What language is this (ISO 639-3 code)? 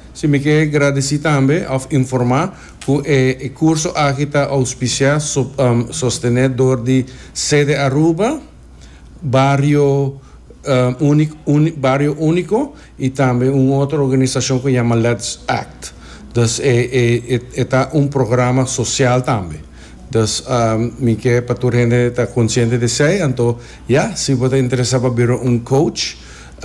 pap